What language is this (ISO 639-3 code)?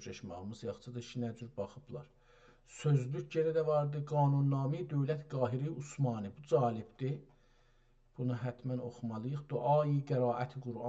azb